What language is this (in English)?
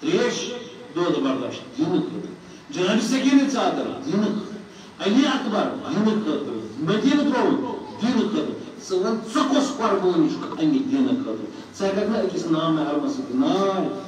Kashmiri